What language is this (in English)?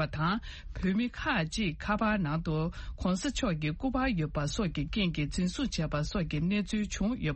Tibetan